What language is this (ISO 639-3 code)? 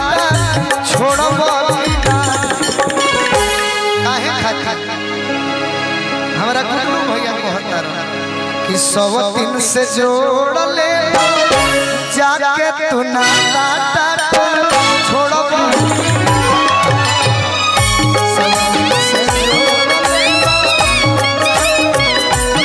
bho